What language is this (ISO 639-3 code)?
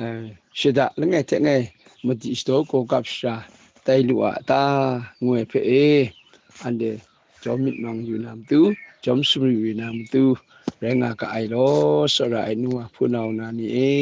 kac